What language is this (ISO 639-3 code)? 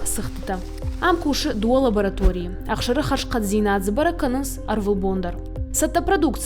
oss